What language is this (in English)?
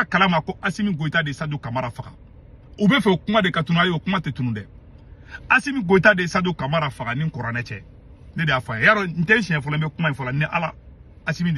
Bambara